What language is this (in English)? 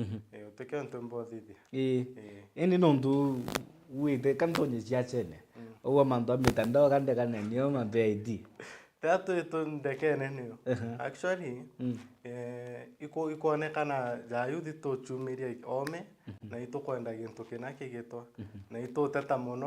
Meru